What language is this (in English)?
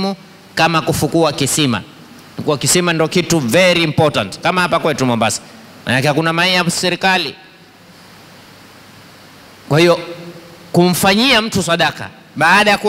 Swahili